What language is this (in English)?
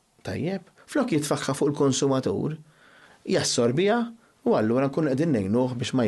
Maltese